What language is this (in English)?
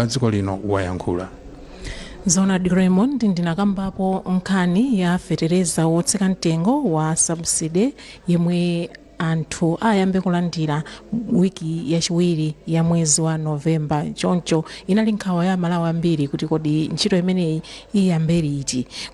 Nyanja